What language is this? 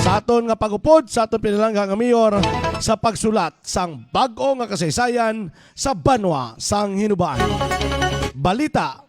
Hiligaynon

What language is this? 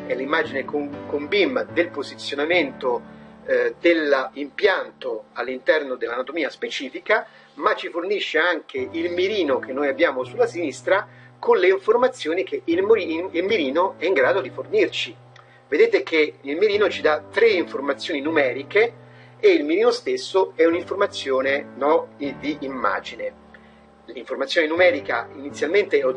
Italian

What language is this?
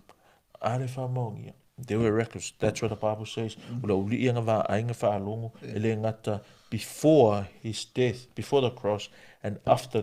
Samoan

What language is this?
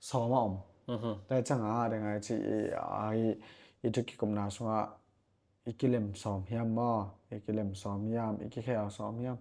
Tedim Chin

